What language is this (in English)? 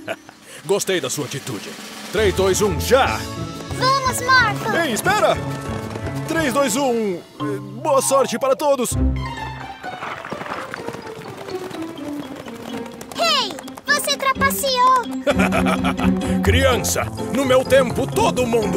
Portuguese